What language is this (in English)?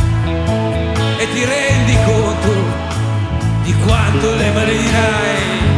Italian